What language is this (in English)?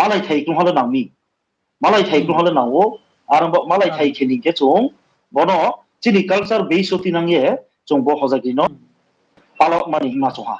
Riang (India)